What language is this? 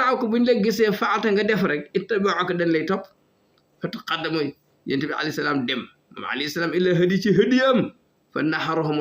Wolof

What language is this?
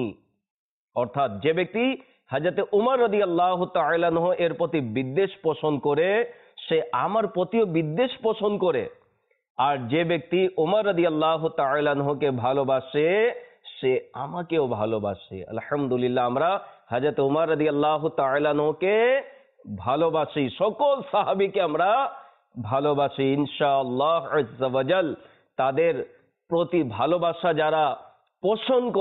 Bangla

